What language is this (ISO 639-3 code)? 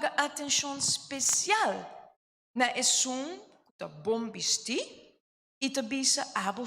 pap